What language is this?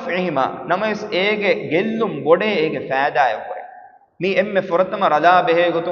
Divehi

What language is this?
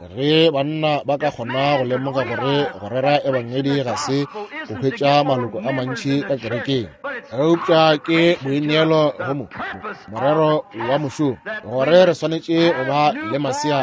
Northern Sotho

